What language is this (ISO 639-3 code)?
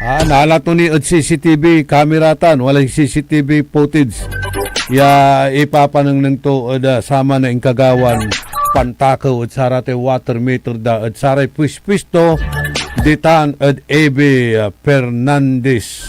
pag